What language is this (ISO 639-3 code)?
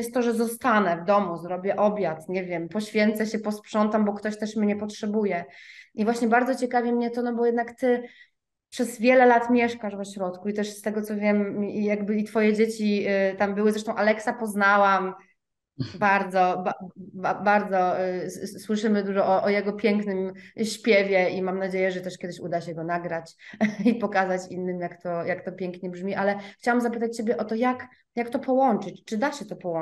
pol